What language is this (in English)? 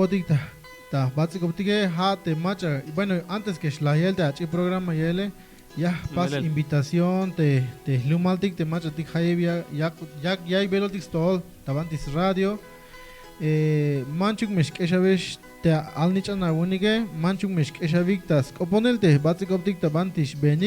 Tzeltal